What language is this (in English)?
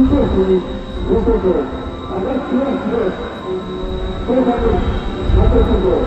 Japanese